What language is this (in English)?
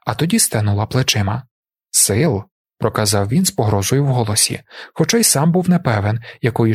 Ukrainian